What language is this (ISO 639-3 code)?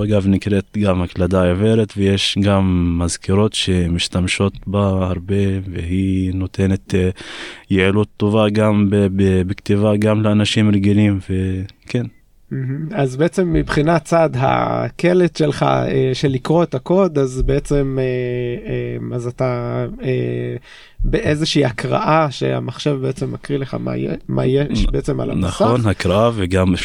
heb